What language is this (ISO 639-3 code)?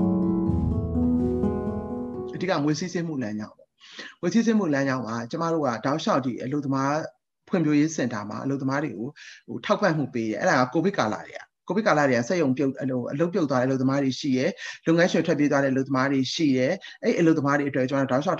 mya